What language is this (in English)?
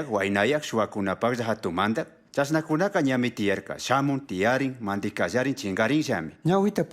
Chimborazo Highland Quichua